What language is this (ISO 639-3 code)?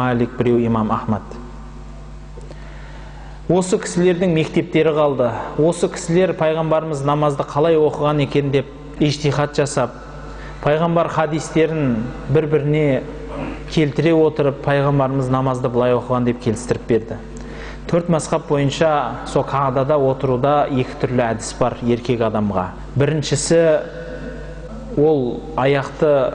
kaz